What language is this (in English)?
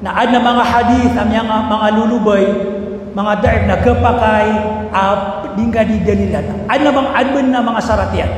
Maranao